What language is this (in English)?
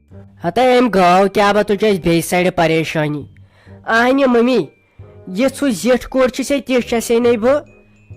Kashmiri